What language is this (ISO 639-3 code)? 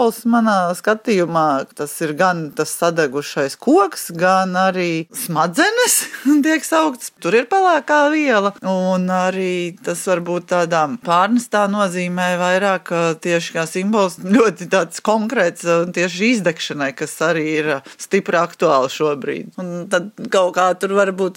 lav